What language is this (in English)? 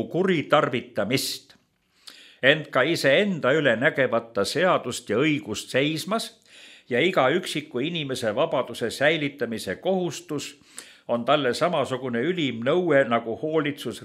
Estonian